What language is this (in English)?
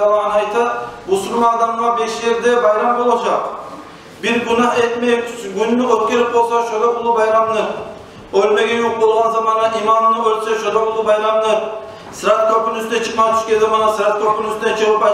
Kumyk